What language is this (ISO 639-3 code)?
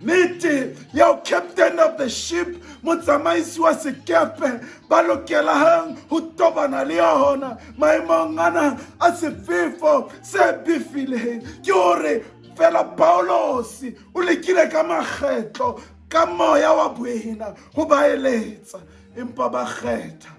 sot